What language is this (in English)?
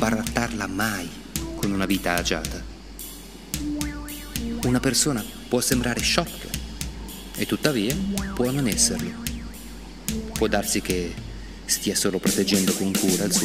Italian